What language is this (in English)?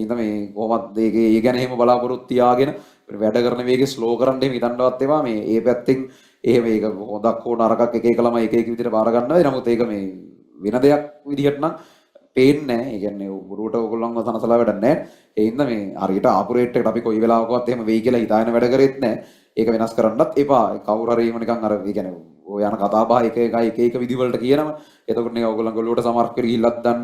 Sinhala